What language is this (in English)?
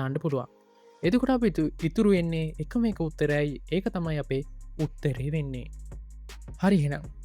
Sinhala